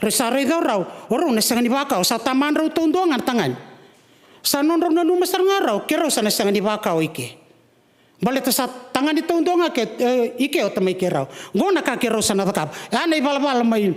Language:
Fijian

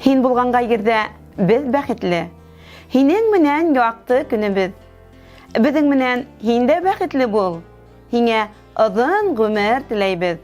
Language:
Bashkir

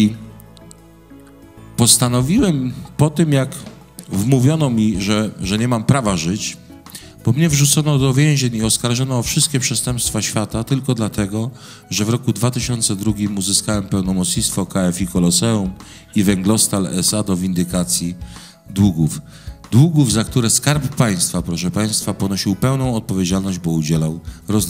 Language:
Polish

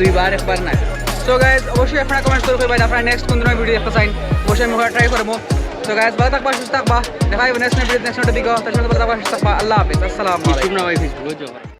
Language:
Sylheti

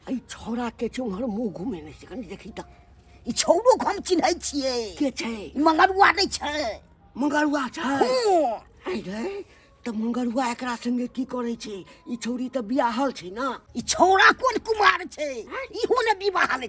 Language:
Maithili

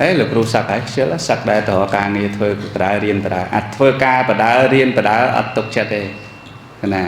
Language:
Khmer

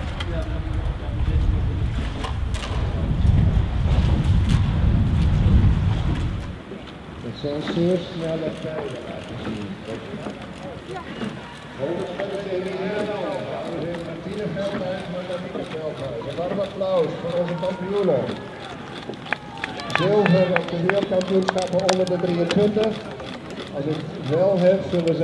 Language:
Dutch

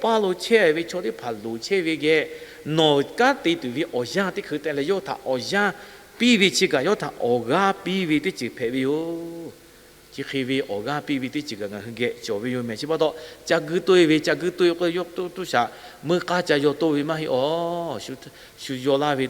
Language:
Lahu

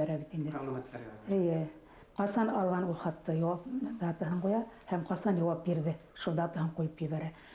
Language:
Bashkir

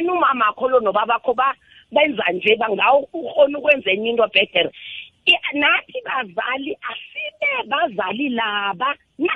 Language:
South Ndebele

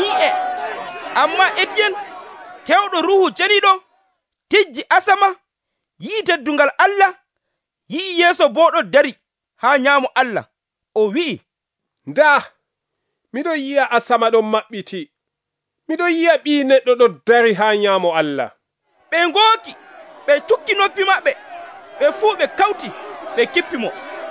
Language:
Nigerian Fulfulde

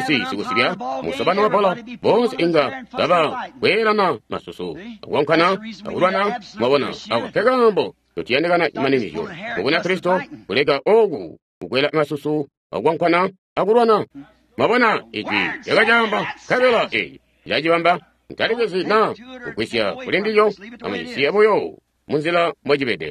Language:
Tonga (Zambia)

